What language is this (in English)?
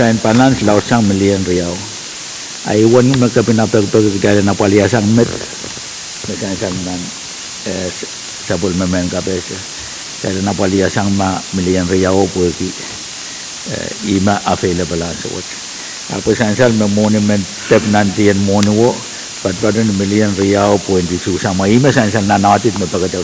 Pohnpeian